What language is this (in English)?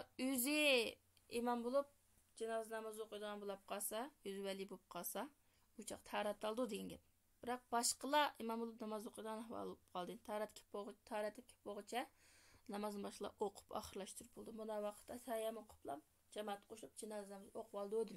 Uyghur